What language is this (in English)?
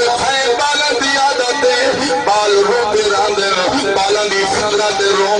Saraiki